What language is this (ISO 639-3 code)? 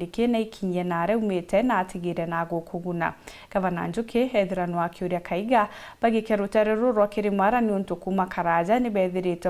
mer